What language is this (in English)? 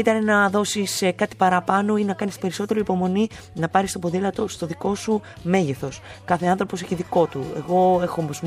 Greek